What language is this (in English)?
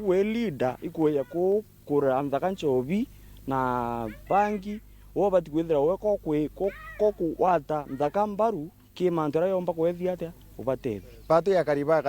Meru